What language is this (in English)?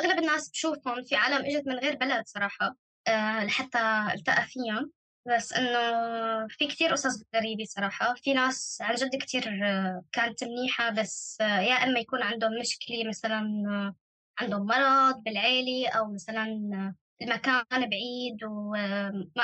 North Levantine Arabic